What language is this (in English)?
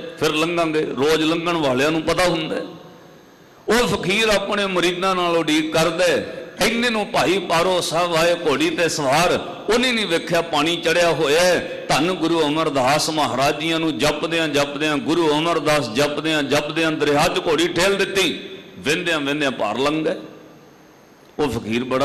Punjabi